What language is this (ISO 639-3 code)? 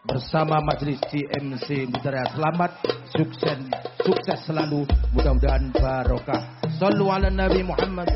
jav